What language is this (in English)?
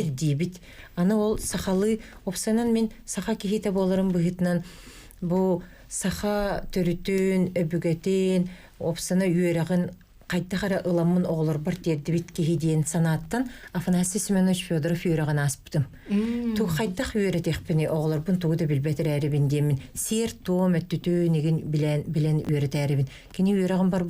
Yakut